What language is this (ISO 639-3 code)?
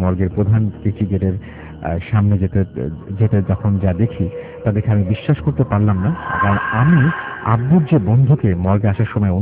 ben